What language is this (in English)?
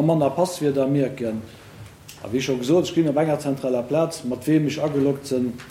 Luxembourgish